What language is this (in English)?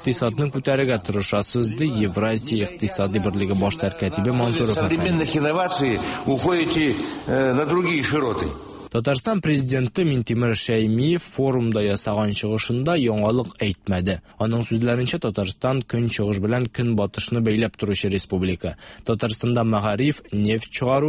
Tatar